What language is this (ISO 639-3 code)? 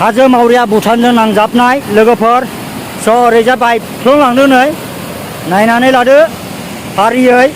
brx